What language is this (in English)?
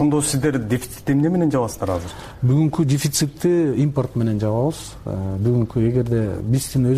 Kyrgyz